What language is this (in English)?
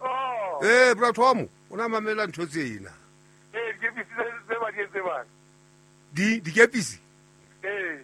Southern Sotho